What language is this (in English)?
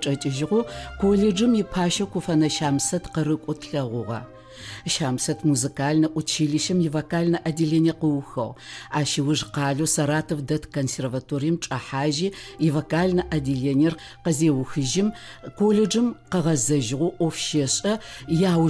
Adyghe